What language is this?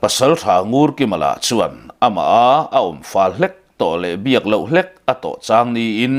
Mizo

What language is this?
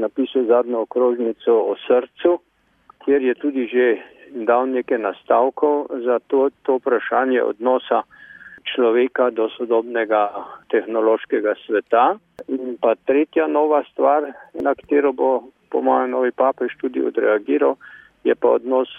Slovenian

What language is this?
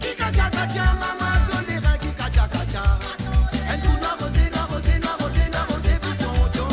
Morisyen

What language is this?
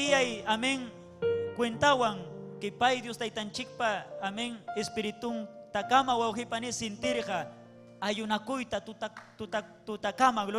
Ayacucho Quechua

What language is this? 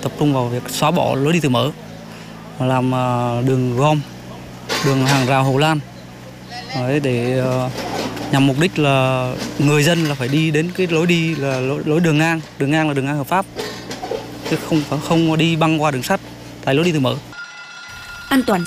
Vietnamese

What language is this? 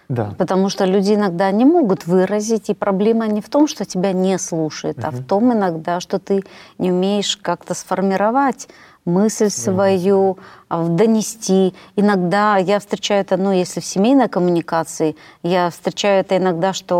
Russian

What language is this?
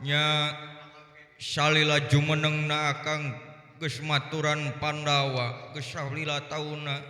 Sundanese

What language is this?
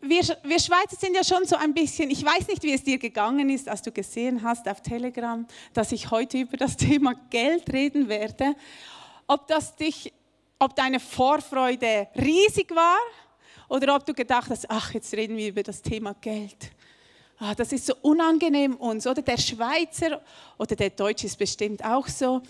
Swiss German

